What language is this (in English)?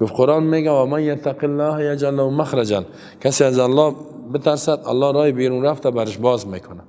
Persian